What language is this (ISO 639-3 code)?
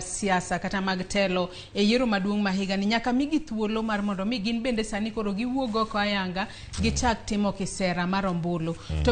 luo